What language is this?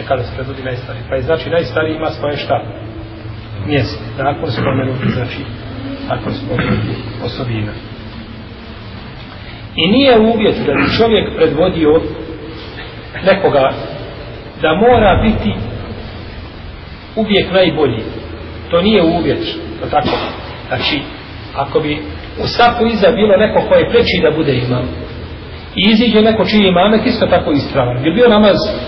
Bosnian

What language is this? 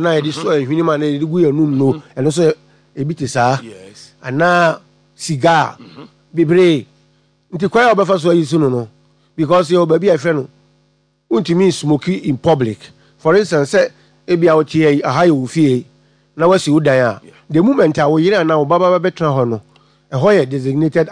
Akan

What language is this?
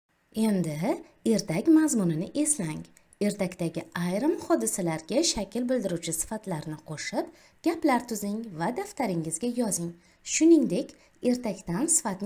Uzbek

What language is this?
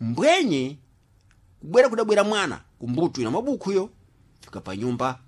Sena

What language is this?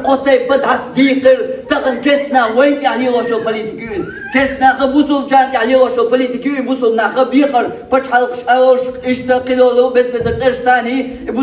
Chechen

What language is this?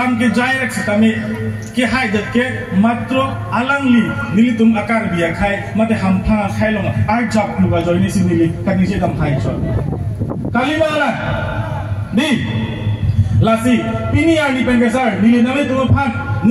Karbi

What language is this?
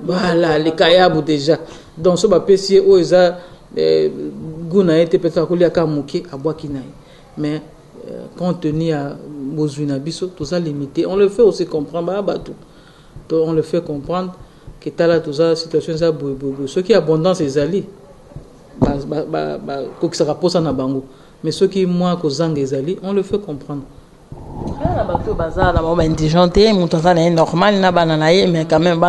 Lingala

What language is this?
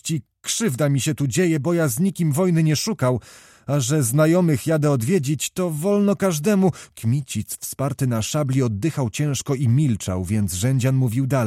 Polish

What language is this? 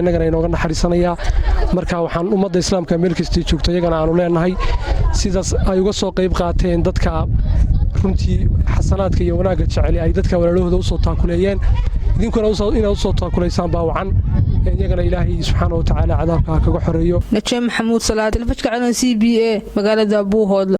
Somali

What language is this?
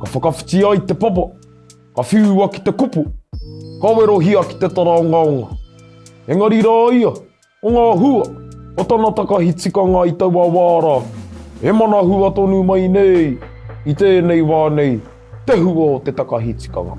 Māori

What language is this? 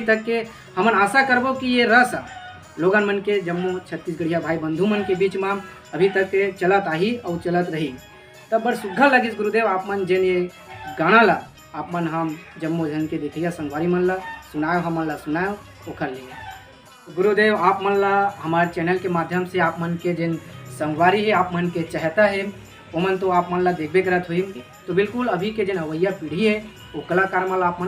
Chhattisgarhi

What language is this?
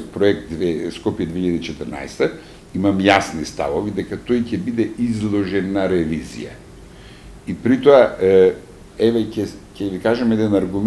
Macedonian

